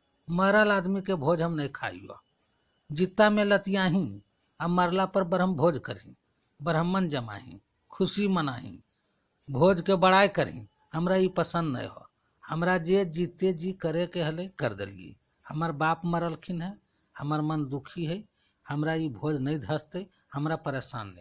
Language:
Magahi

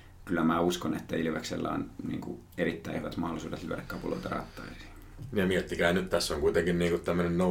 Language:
Finnish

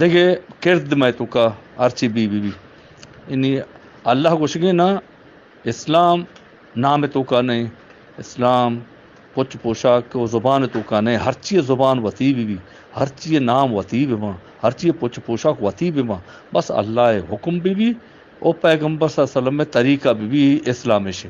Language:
Eastern Balochi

